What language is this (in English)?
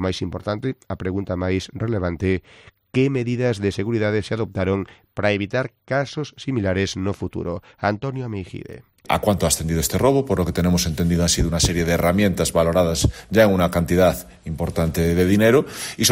Galician